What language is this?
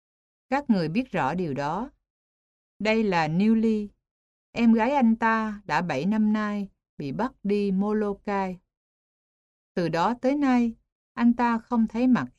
Vietnamese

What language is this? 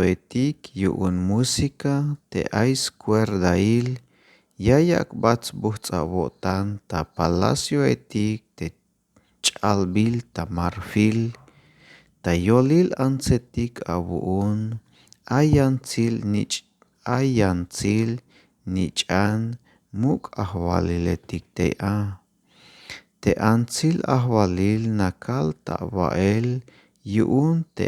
Tzeltal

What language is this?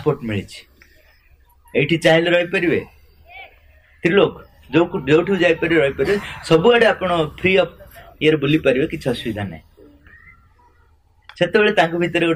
Odia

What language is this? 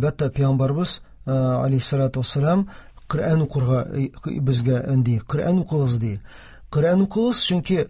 Tatar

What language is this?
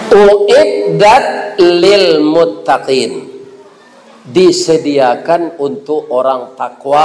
Minangkabau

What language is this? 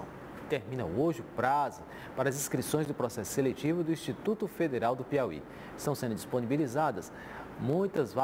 Portuguese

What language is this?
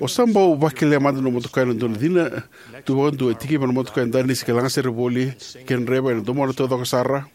Fijian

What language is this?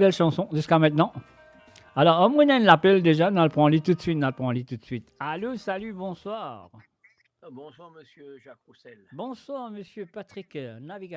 Morisyen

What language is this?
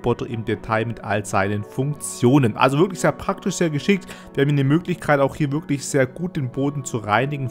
German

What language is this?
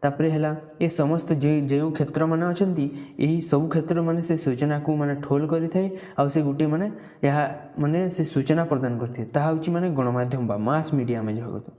Odia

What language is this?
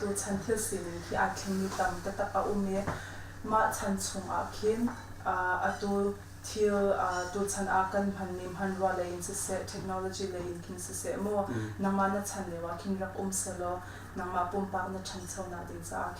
Hakha Chin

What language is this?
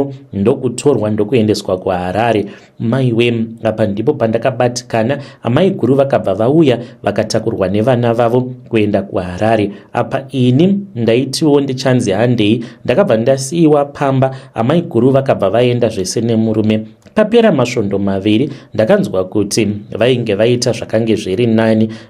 Shona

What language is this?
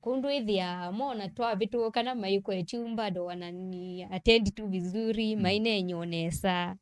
Kamba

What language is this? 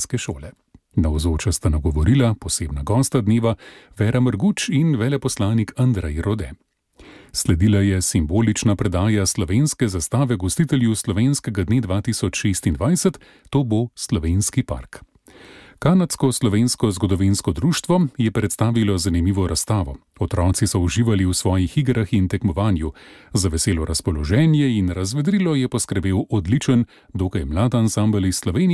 Slovenian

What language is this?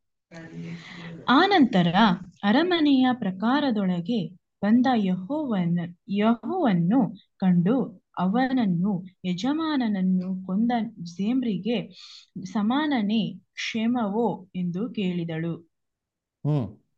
Kannada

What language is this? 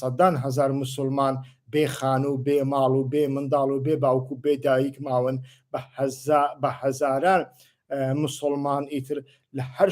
Central Kurdish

